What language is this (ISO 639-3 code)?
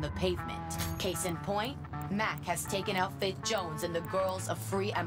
eng